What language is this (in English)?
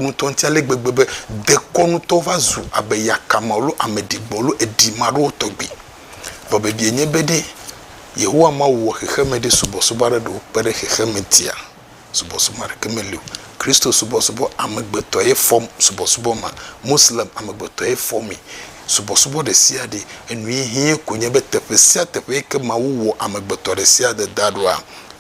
Ewe